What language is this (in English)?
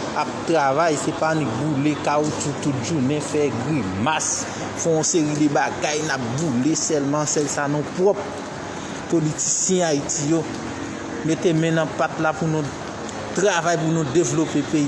Haitian Creole